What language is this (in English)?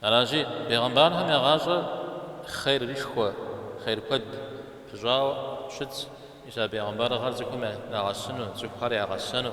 Kabardian